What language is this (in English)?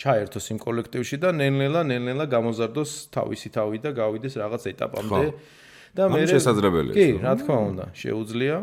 Georgian